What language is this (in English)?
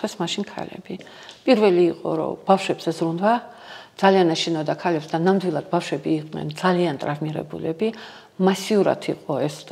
Georgian